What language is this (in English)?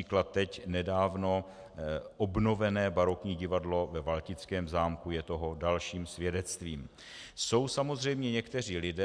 Czech